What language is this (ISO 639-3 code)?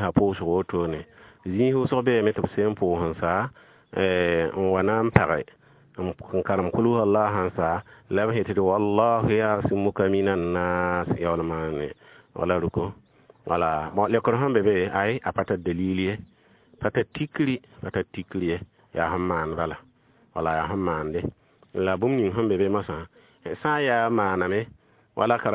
mos